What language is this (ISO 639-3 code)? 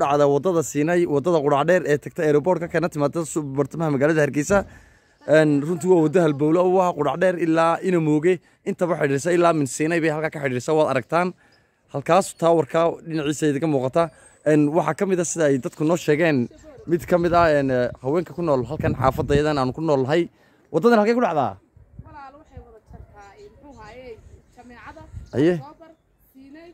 som